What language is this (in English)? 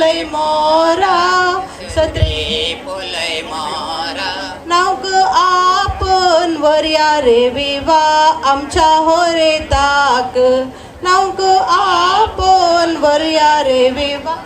Konkani